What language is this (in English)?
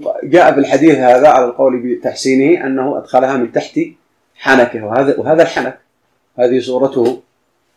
Arabic